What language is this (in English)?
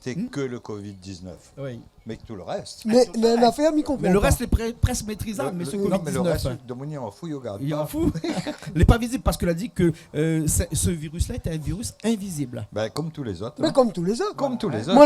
Réunion Creole French